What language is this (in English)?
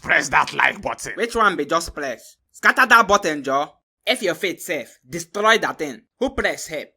Nigerian Pidgin